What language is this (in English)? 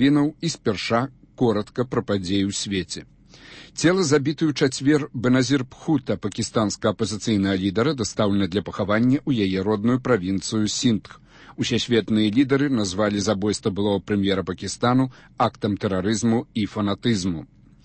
Belarusian